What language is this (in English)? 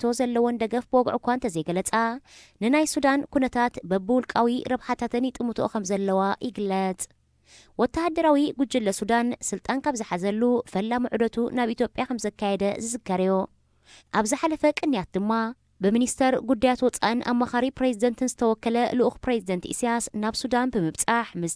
Tigrinya